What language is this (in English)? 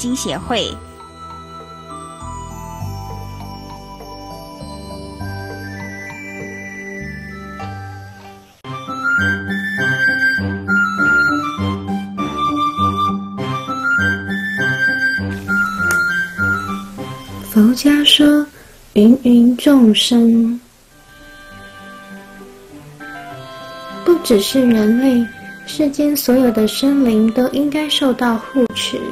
Chinese